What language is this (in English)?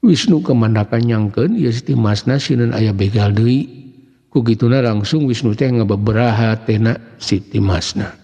Sundanese